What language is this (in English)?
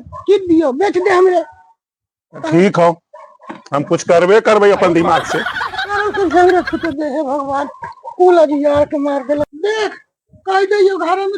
Magahi